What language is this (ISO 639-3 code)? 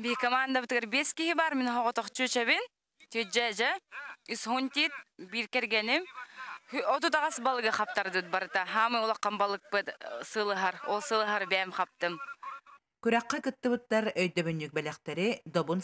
sah